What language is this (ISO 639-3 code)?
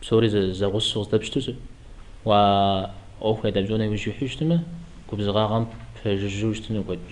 kbd